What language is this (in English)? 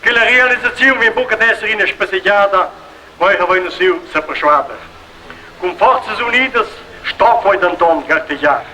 Romansh